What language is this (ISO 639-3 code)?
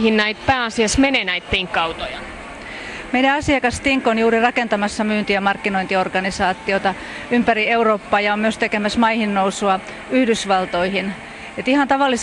fin